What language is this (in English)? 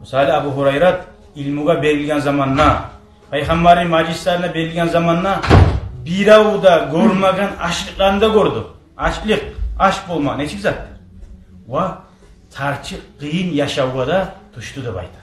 Kumyk